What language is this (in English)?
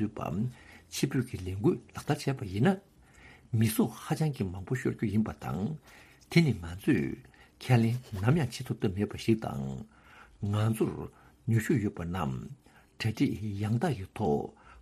Tibetan